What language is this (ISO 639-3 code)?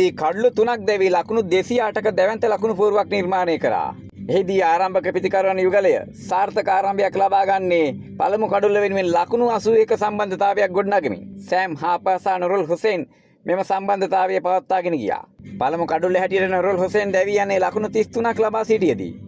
sin